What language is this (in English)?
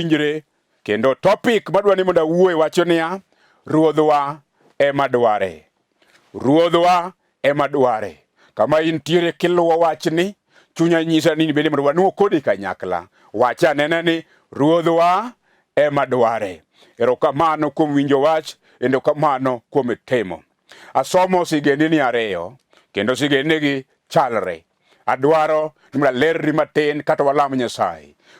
Luo (Kenya and Tanzania)